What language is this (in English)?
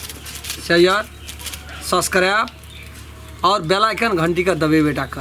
Maithili